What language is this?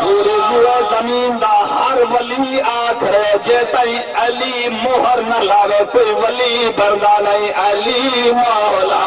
Saraiki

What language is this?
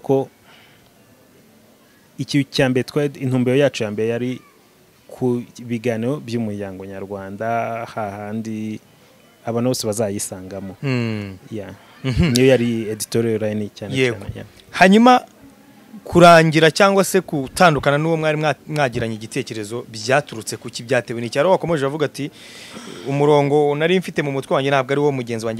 Kinyarwanda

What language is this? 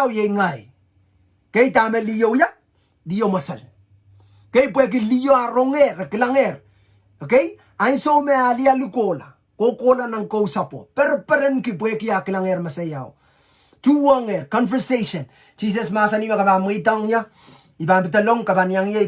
Pohnpeian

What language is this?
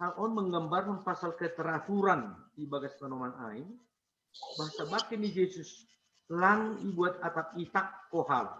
Batak Simalungun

